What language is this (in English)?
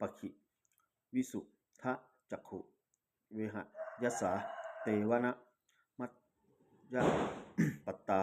Pali